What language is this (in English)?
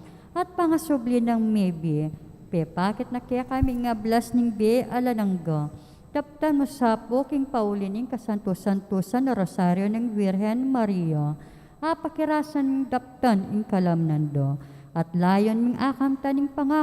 Pampanga